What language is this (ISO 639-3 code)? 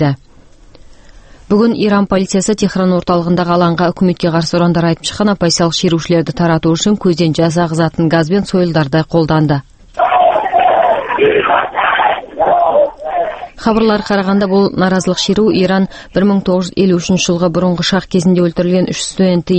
kaz